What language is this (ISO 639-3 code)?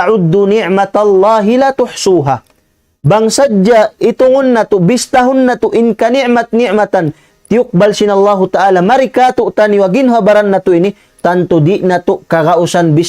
tsg